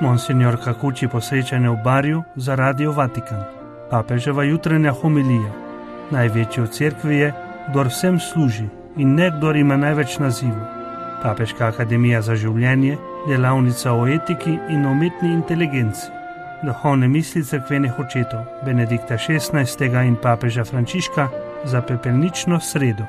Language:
Slovenian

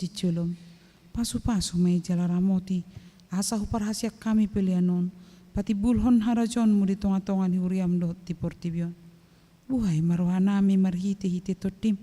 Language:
Batak Toba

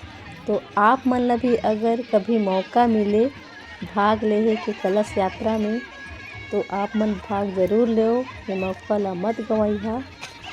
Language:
Chhattisgarhi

